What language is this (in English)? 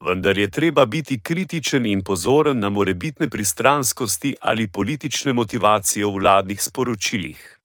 Slovenian